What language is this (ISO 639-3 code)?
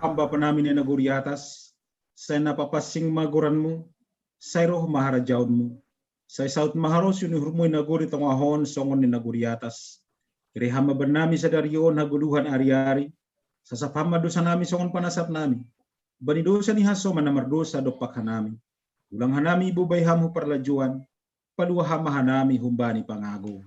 bts